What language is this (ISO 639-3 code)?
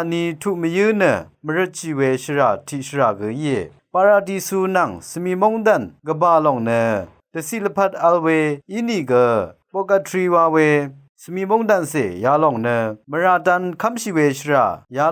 raw